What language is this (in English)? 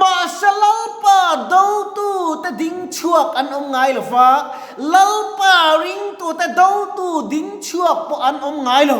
Mizo